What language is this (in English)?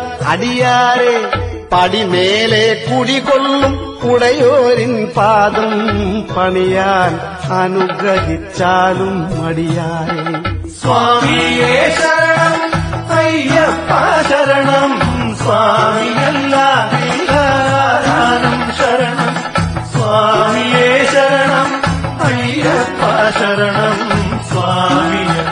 Malayalam